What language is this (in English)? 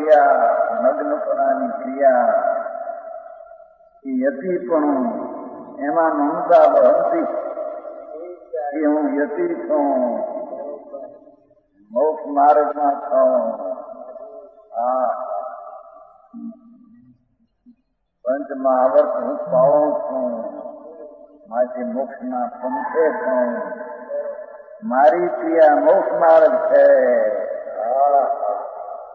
Gujarati